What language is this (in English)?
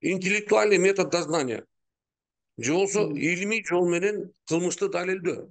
Kyrgyz